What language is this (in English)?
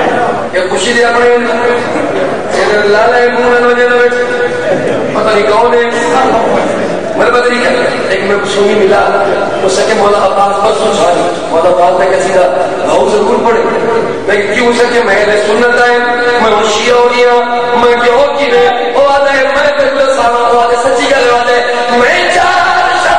Urdu